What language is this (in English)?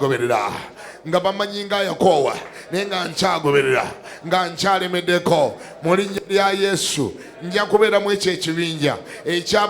Ganda